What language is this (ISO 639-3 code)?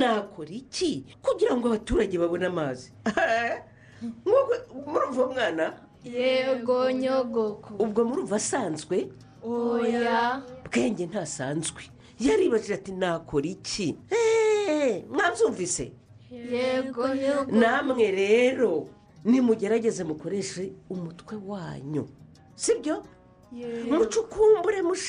kin